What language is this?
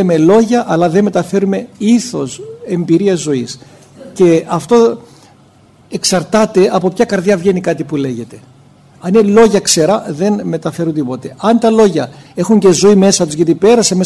Greek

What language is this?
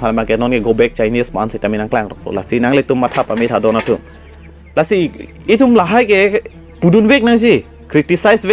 Karbi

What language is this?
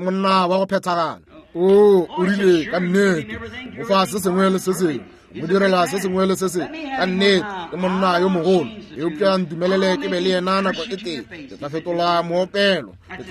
Northern Sotho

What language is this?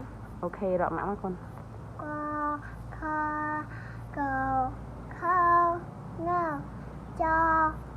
Khmer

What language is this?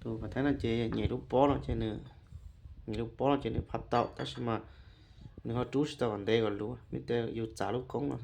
Hmong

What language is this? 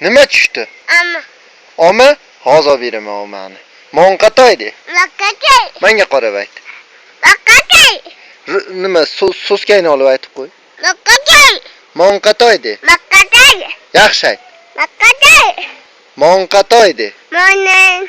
Uzbek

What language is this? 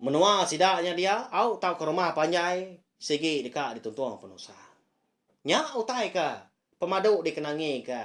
Iban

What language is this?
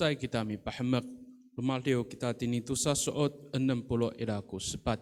Amis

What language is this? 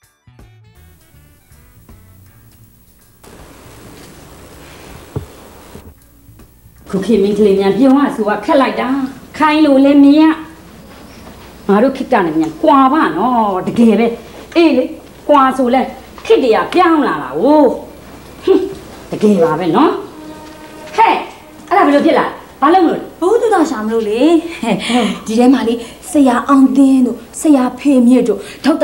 Burmese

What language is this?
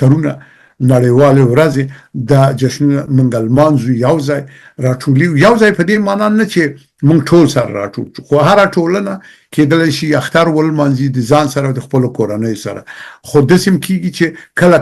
Pashto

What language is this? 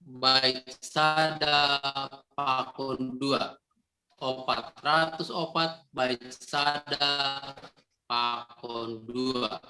Batak Simalungun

